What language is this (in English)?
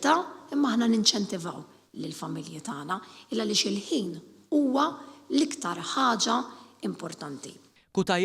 Maltese